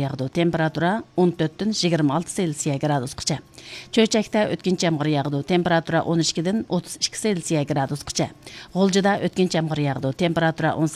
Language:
Uyghur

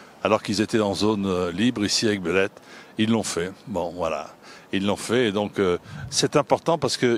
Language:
French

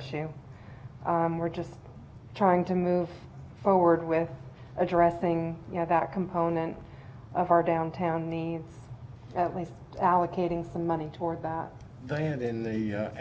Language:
English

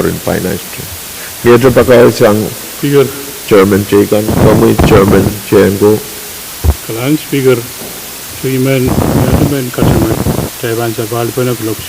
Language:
Pohnpeian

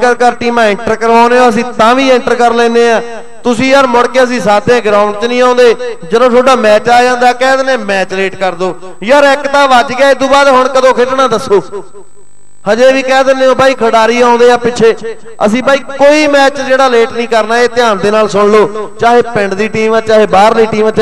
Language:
Punjabi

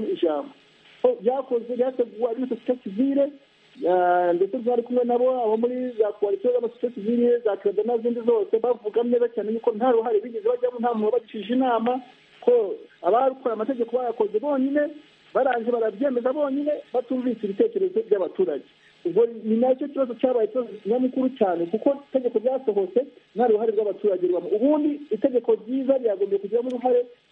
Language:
Kinyarwanda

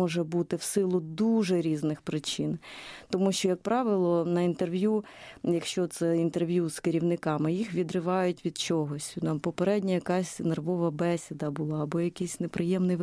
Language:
Ukrainian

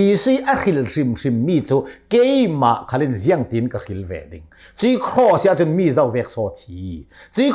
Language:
Hakha Chin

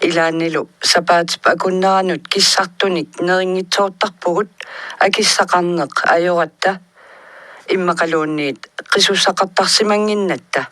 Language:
Kalaallisut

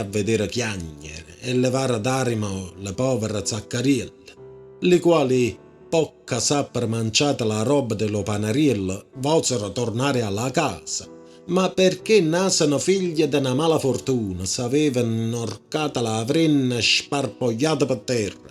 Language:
Neapolitan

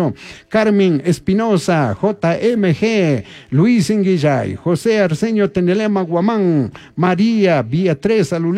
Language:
Chimborazo Highland Quichua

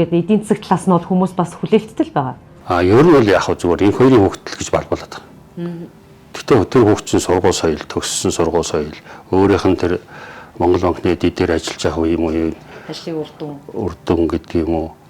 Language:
Mongolian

